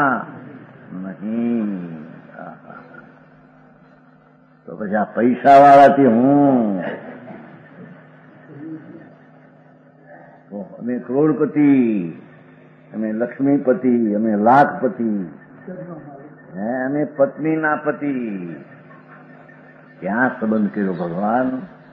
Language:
Gujarati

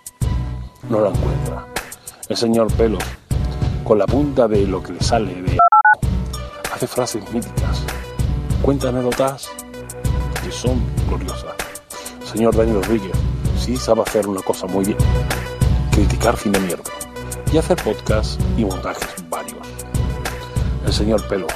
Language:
Spanish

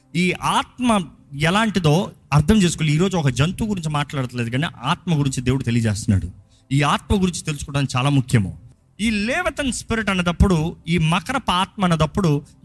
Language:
Telugu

